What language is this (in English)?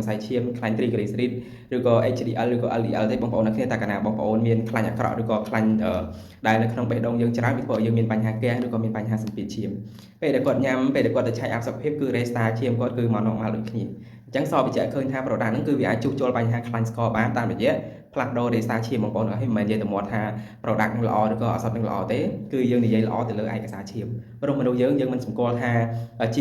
Khmer